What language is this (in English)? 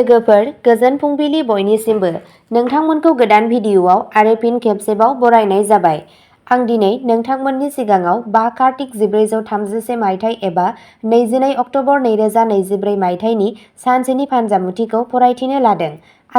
Bodo